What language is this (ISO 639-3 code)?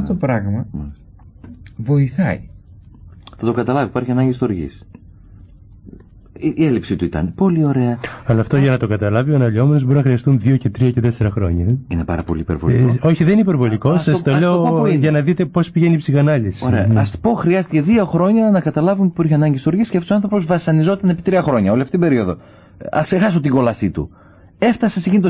ell